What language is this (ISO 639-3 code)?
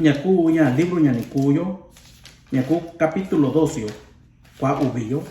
mix